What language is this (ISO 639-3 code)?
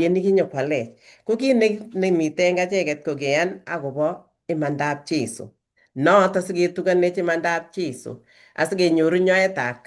kln